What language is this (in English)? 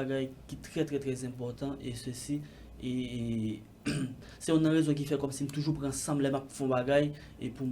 Haitian Creole